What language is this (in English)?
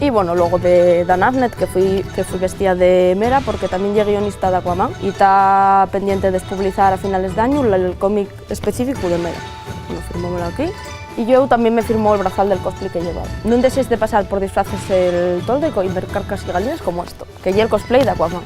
Asturian